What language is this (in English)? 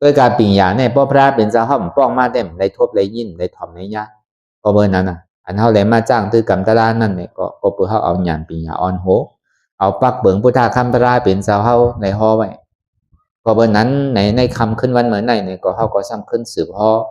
Shan